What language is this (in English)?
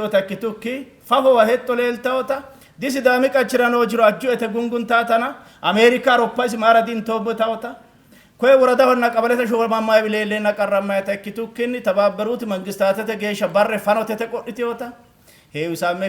Sidamo